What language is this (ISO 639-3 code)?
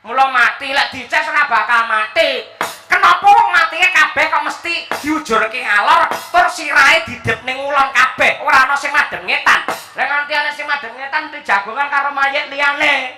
jav